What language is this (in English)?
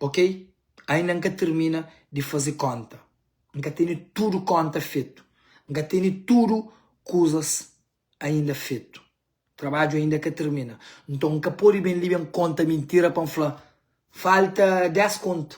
Kabuverdianu